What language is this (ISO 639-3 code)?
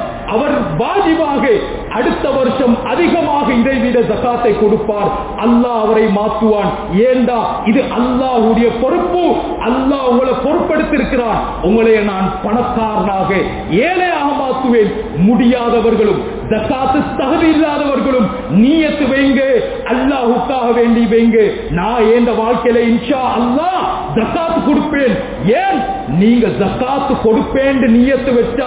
tam